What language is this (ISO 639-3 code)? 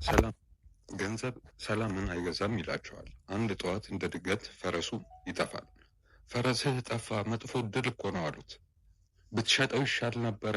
amh